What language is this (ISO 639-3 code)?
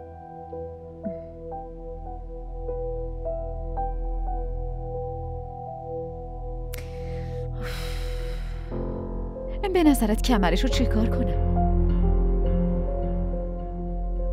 fas